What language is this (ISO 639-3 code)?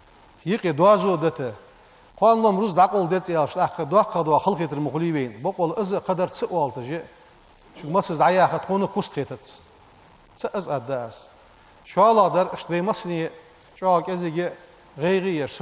inh